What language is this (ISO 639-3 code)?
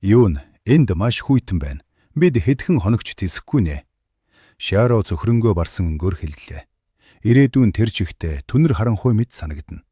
mon